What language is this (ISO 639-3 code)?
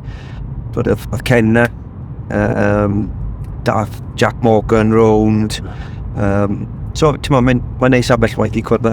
cym